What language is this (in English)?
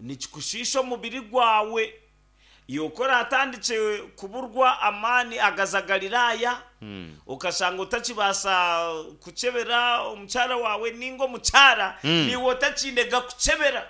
Nyankole